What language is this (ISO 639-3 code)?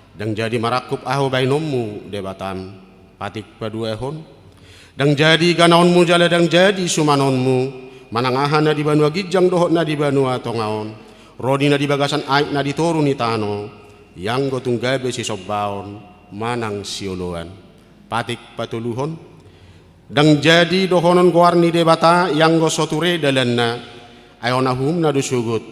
bbc